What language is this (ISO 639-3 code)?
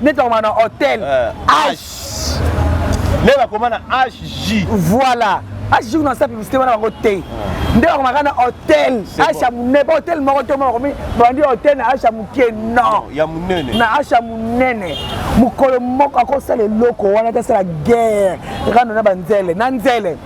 lin